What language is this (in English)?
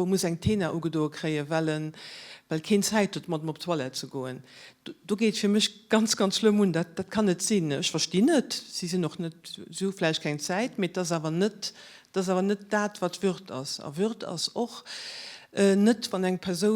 Luxembourgish